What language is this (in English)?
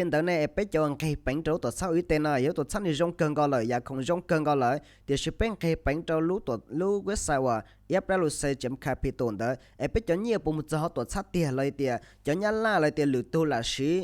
Hmong